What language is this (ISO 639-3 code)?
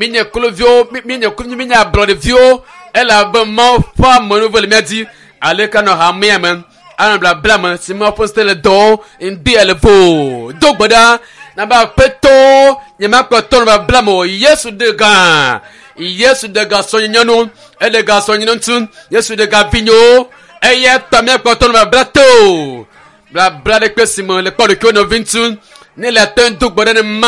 ewe